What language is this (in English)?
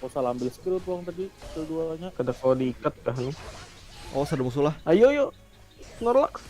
Banjar